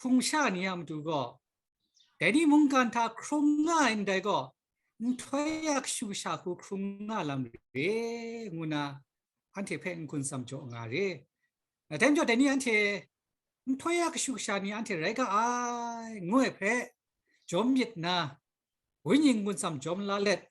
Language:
Kachin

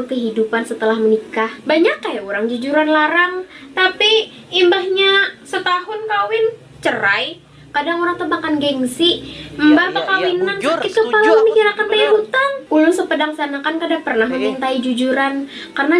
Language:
Banjar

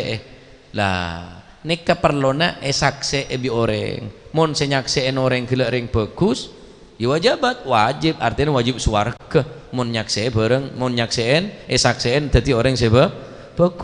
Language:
Madurese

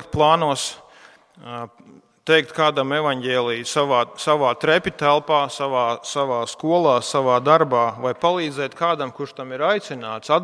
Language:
Latvian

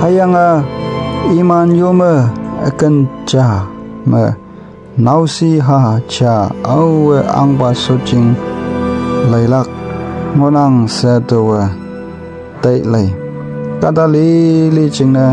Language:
Konyak Naga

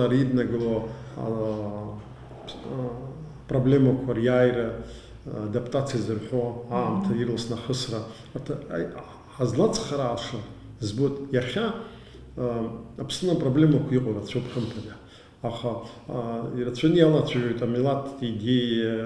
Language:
Abkhazian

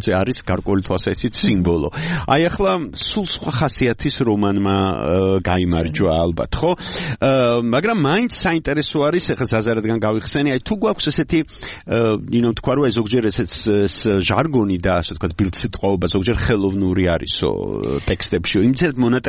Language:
Georgian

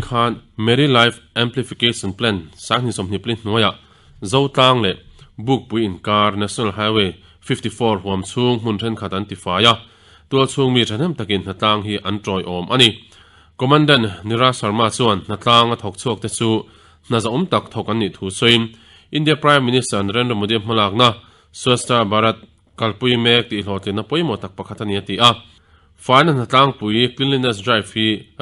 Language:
Mizo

